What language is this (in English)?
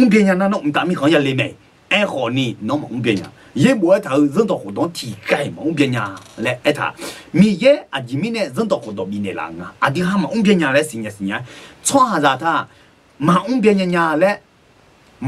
Akha